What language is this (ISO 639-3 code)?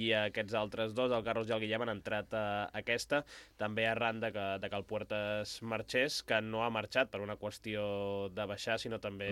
cat